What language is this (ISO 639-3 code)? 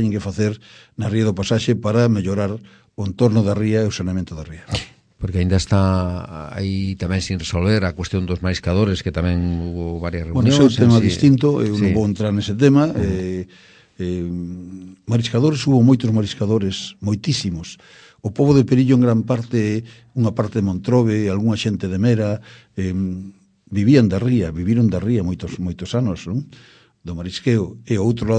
glg